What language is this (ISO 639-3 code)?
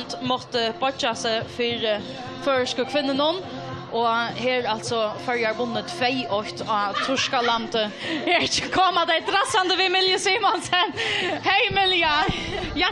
fao